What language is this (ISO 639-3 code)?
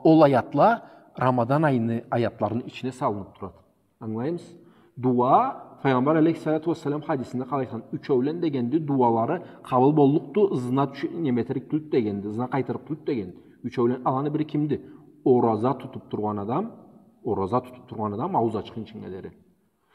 krc